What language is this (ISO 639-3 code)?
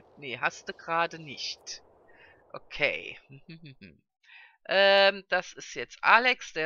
deu